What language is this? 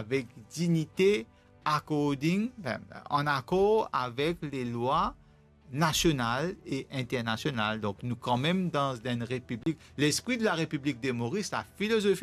Morisyen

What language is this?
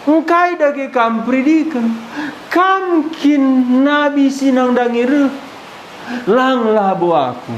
Batak Karo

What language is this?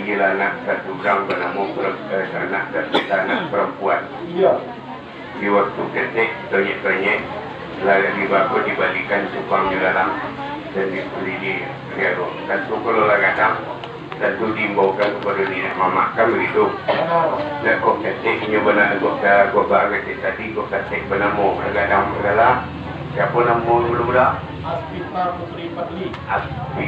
Minangkabau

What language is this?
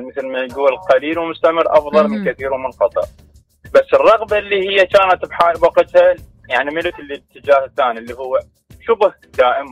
Mesopotamian Arabic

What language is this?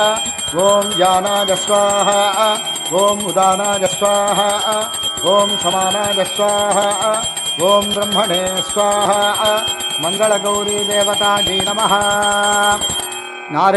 Telugu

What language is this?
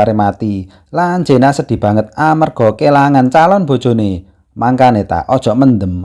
Javanese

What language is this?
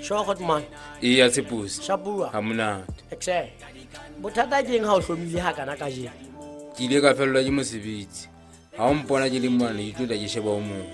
Southern Sotho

